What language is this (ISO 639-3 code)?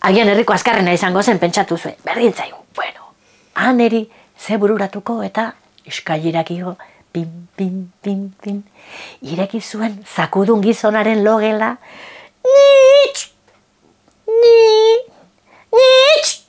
eus